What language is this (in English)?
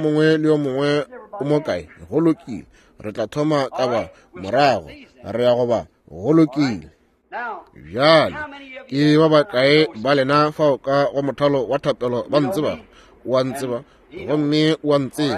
Northern Sotho